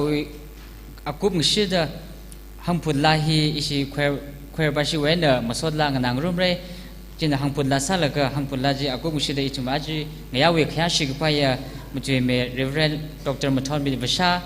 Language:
Tangkhul Naga (India)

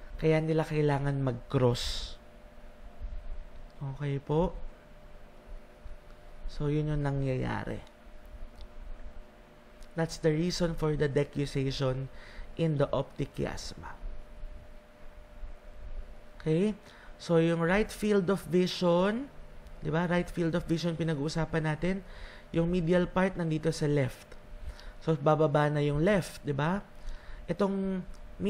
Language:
Filipino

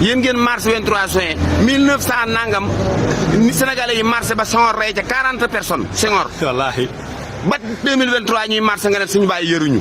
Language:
Wolof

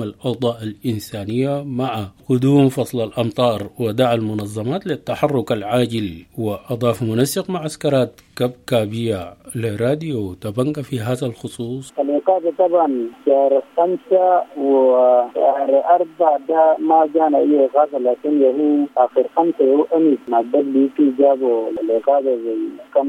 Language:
Sudanese Arabic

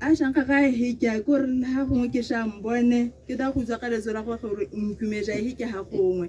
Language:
Tswana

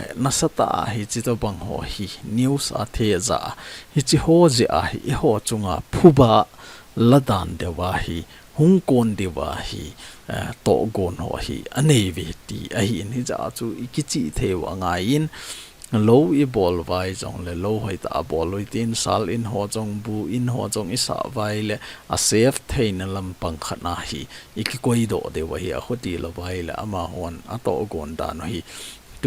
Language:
Thado Chin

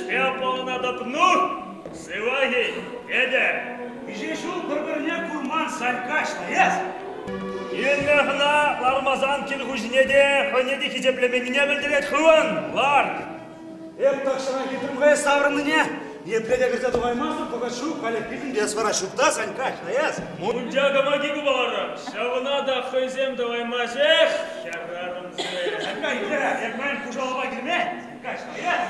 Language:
Chuvash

